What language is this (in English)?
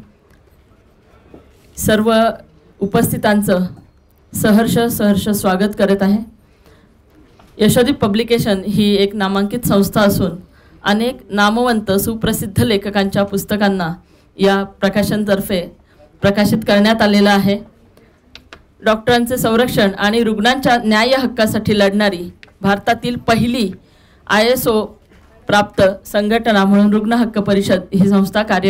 Marathi